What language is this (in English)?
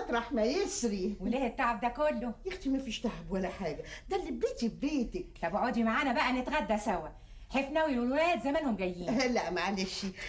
Egyptian Arabic